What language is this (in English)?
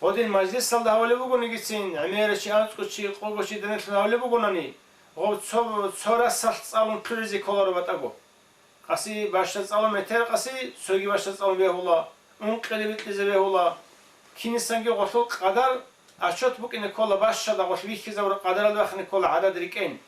Avaric